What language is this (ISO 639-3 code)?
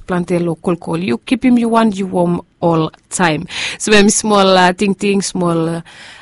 bis